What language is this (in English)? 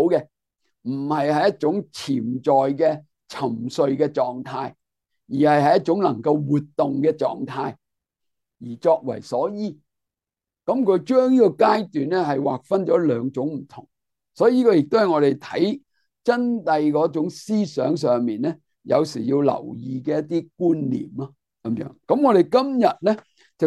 Cantonese